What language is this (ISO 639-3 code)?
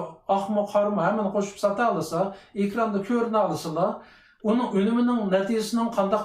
uig